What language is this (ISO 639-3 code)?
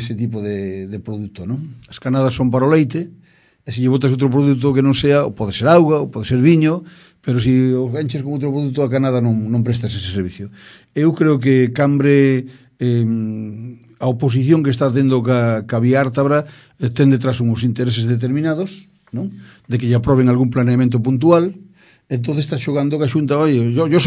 glg